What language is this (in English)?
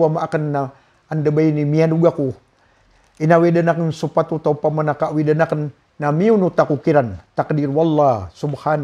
Maranao